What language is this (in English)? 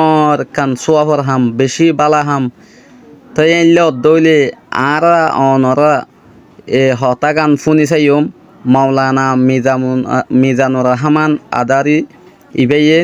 Rohingya